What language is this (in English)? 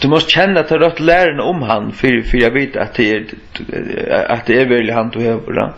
Faroese